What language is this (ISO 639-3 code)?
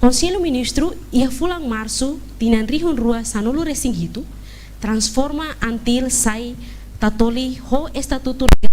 tet